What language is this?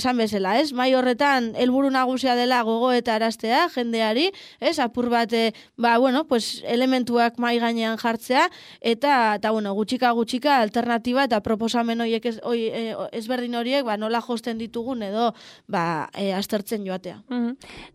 Basque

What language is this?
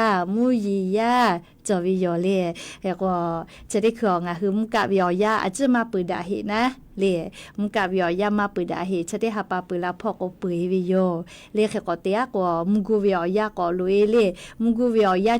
Lahu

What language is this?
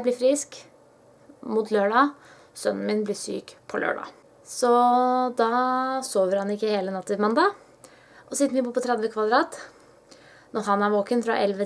Norwegian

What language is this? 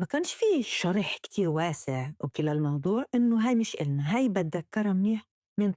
North Levantine Arabic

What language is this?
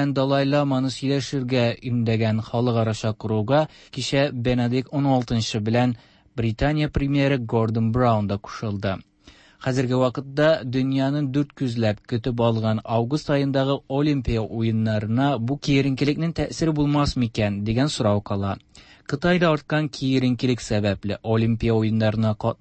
Tatar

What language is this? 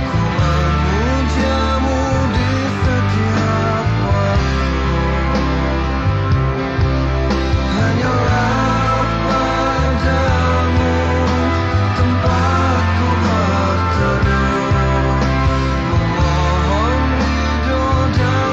Indonesian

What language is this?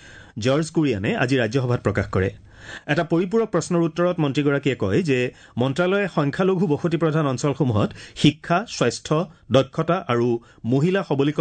Assamese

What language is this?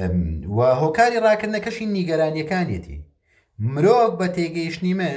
Central Kurdish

